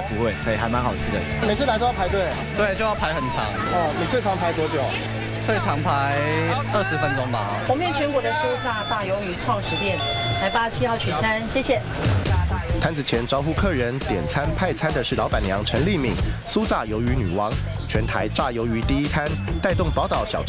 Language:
Chinese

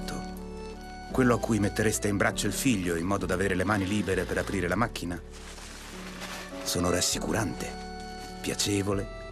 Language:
Italian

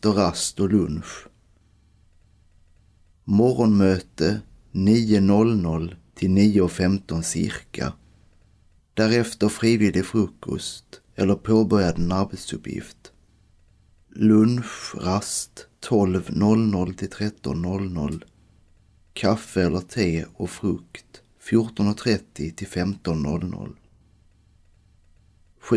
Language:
Swedish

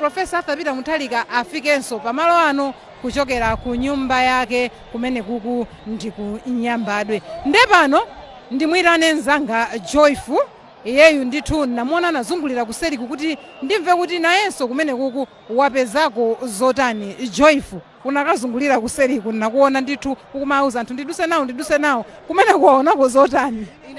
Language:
Nyanja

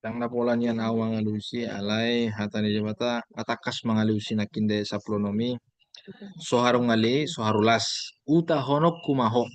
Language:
Batak Toba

